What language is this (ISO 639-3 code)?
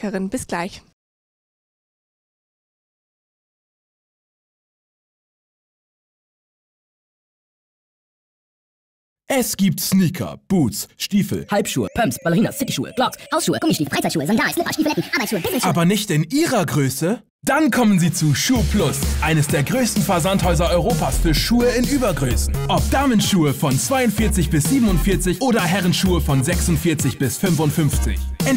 deu